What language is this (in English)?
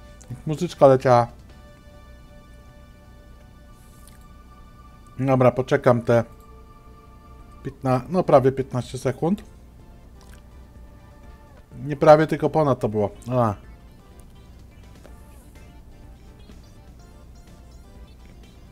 Polish